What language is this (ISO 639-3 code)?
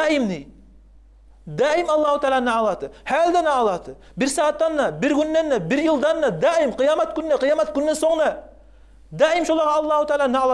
kum